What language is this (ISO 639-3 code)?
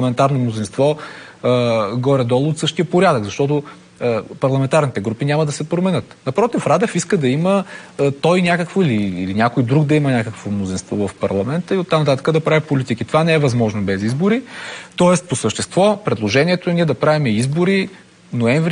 bul